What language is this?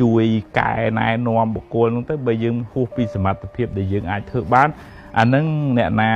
Khmer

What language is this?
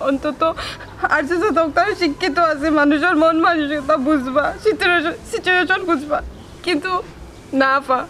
Sylheti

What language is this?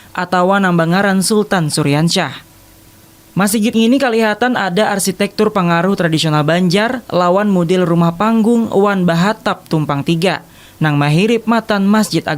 Banjar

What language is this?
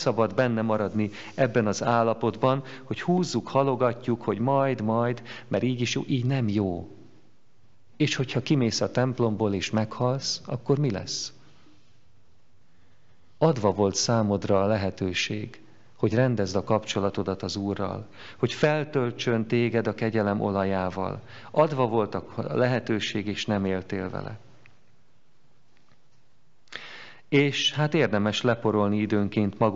Hungarian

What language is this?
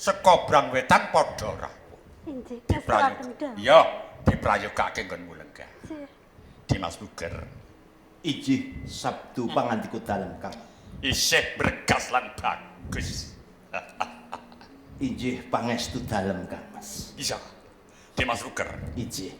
Javanese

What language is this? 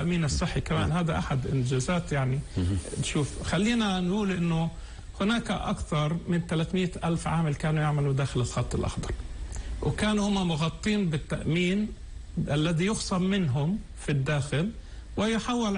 North Levantine Arabic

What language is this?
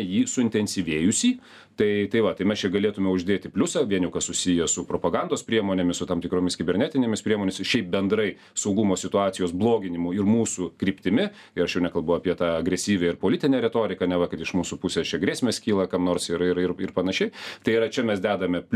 Lithuanian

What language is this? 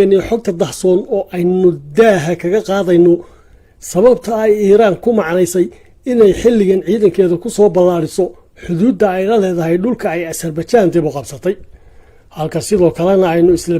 Somali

